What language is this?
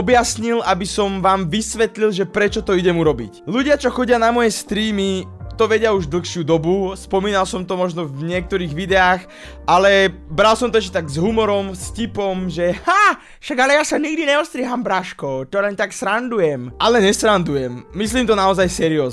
Slovak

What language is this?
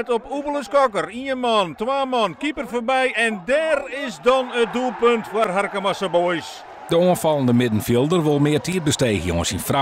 Western Frisian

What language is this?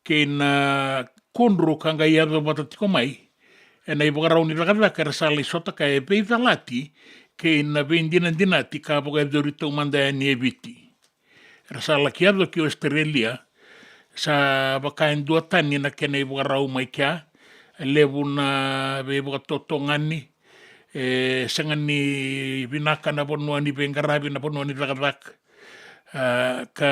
Fijian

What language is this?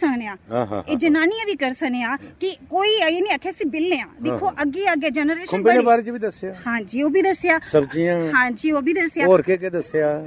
Dogri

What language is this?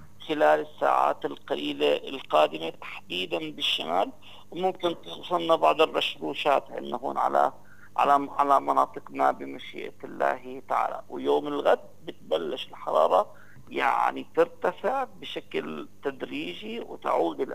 North Levantine Arabic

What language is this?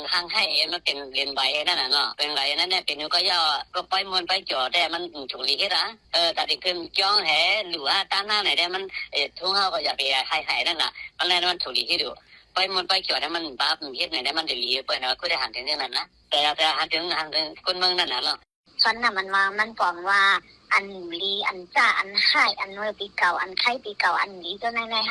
Shan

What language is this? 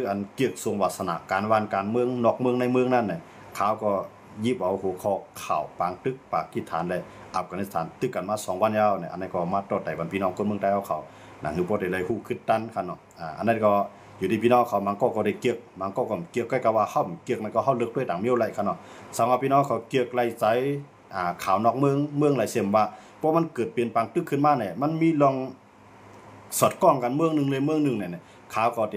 Shan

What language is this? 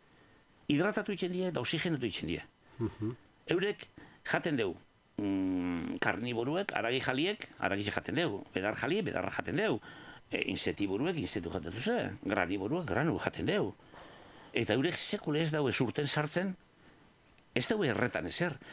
Basque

